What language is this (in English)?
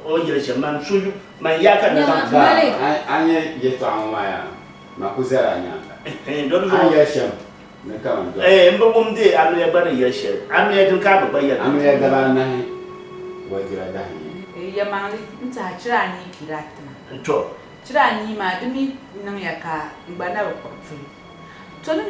Dagbani